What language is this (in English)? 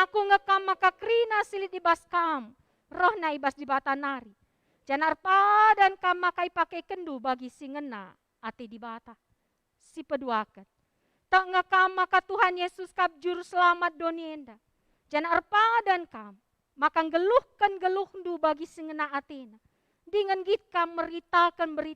Batak Karo